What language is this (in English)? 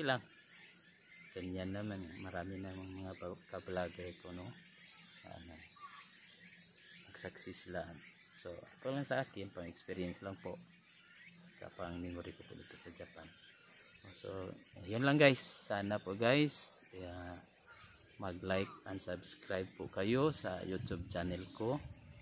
Filipino